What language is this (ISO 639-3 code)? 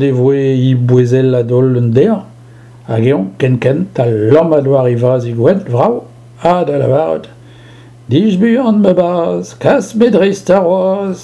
bre